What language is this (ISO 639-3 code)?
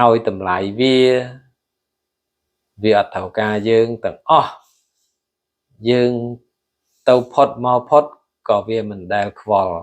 khm